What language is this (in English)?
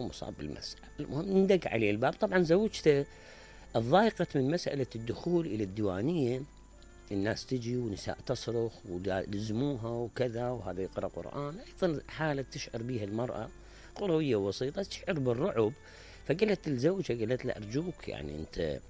Mesopotamian Arabic